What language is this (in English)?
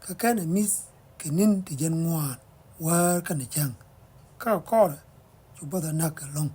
Nuer